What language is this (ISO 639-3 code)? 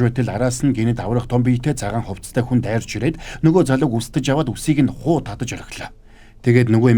mon